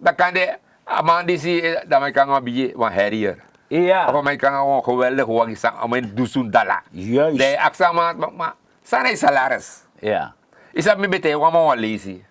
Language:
Sranan Tongo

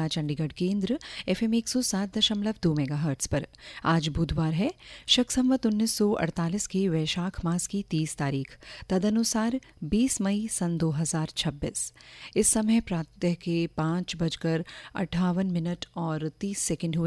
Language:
Hindi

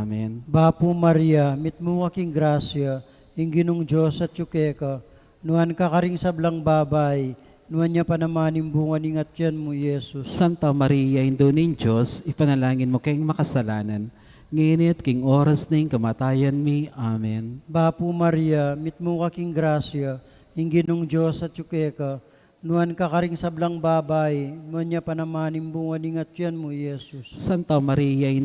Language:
Pampanga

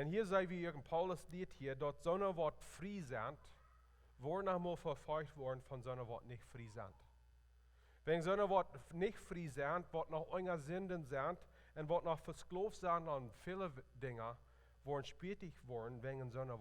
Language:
Plautdietsch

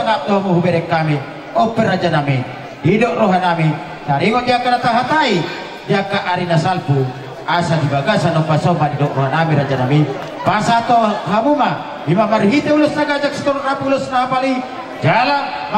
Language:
Batak Toba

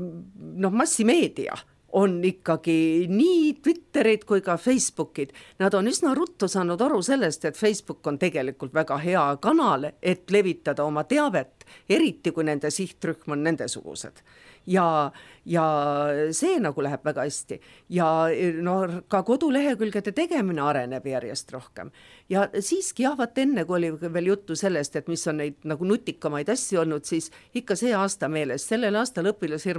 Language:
Estonian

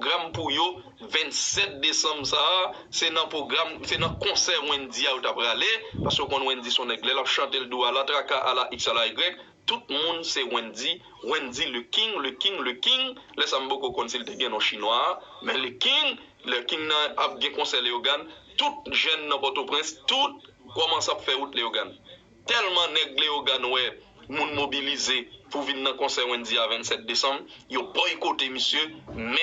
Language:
Haitian Creole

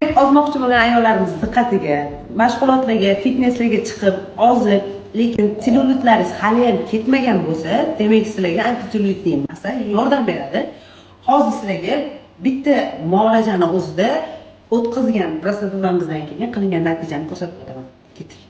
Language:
Uzbek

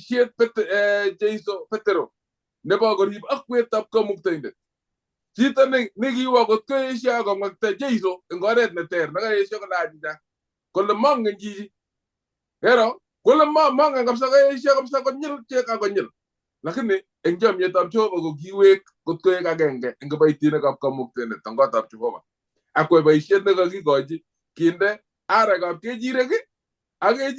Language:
Kalenjin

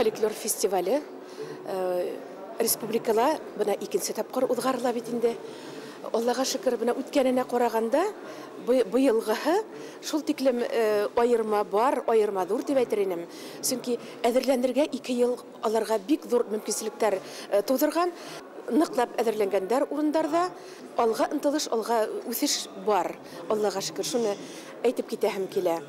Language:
Bashkir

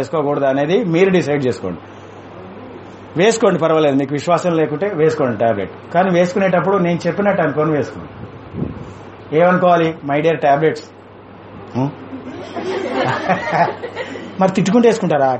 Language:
Telugu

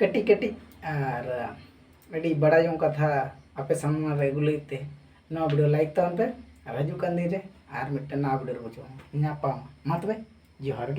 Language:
Santali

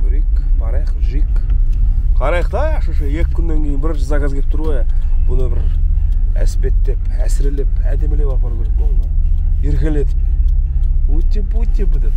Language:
Kazakh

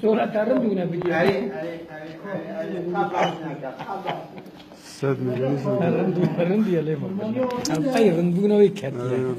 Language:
Kurdish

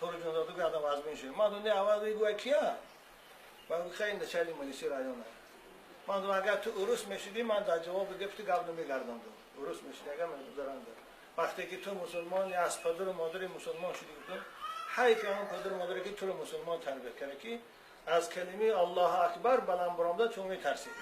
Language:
Tajik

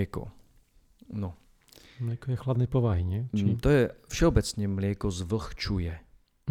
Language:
Slovak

